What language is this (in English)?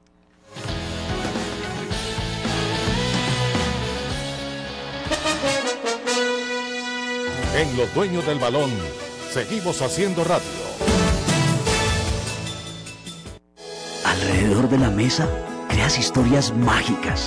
Spanish